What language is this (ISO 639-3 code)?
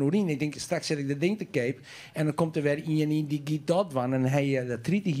fry